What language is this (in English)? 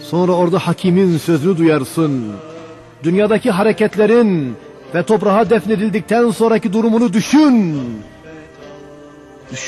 Turkish